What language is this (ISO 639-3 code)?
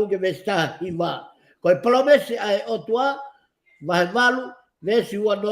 ton